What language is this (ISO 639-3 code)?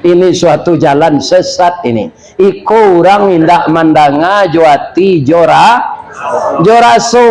min